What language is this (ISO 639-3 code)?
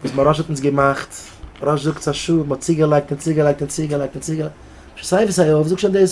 yid